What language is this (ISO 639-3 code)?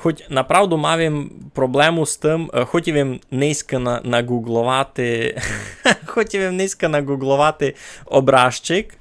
rue